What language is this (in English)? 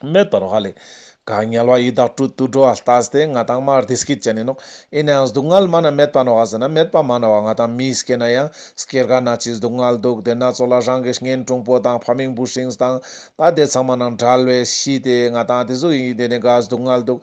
Ladakhi